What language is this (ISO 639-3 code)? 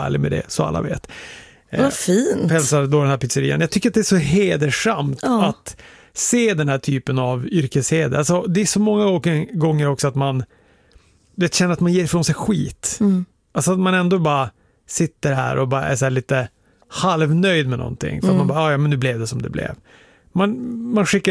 swe